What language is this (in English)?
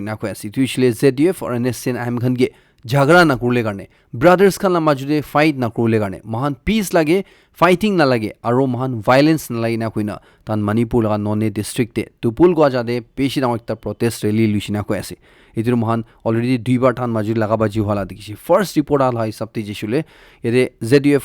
Naga Pidgin